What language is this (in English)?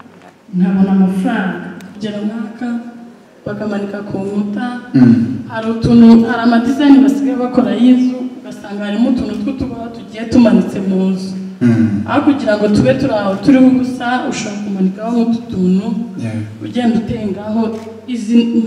Kinyarwanda